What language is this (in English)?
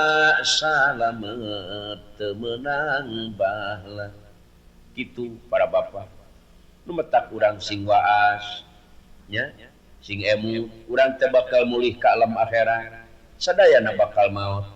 Sundanese